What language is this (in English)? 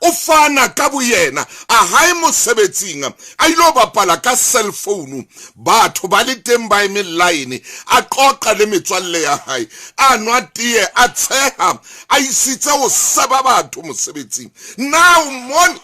Southern Sotho